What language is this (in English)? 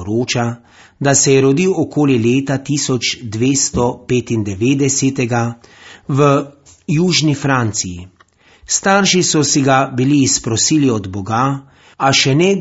Slovenian